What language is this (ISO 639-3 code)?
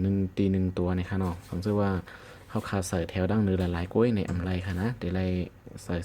shn